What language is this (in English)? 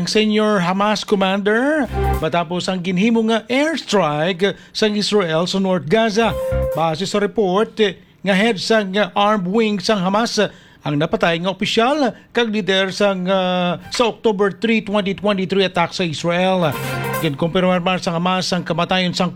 Hiligaynon